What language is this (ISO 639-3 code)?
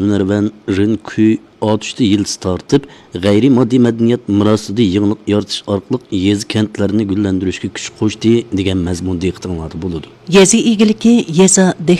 uig